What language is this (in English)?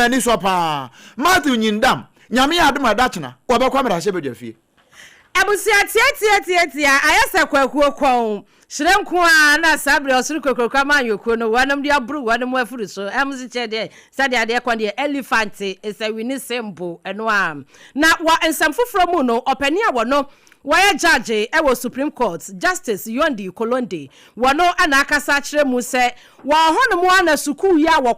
Akan